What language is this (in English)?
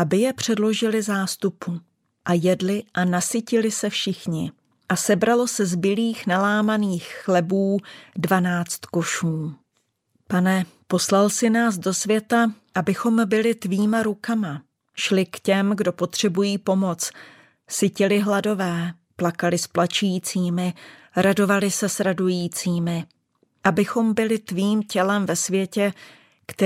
Czech